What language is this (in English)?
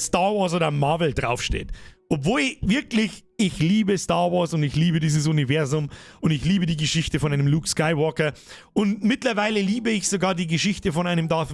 Bavarian